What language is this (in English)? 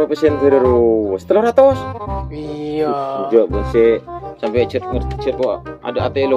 Madurese